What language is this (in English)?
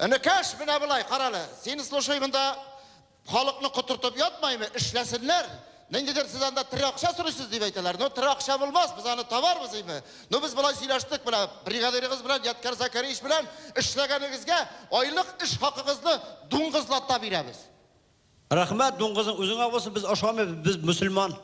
Tatar